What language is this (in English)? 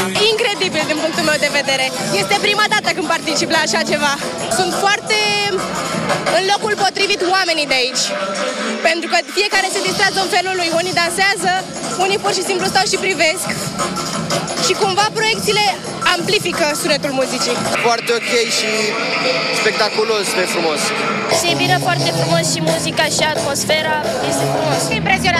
Romanian